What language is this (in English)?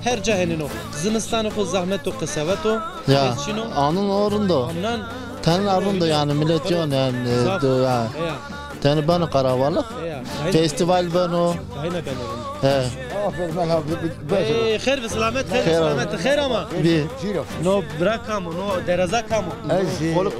Zaza